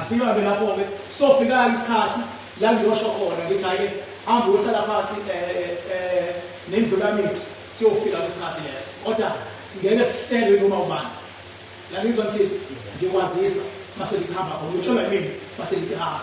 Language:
Zulu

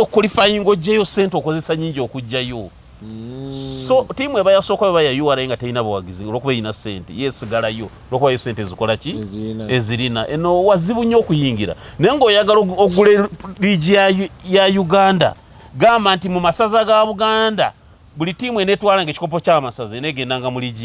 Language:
Ganda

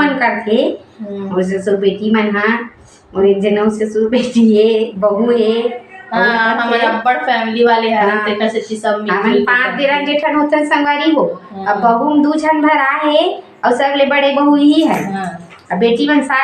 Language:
Chhattisgarhi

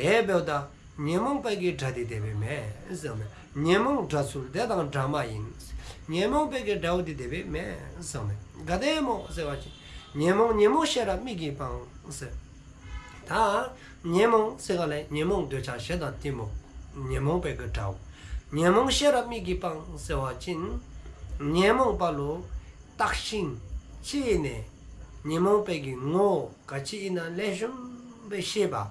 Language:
Dzongkha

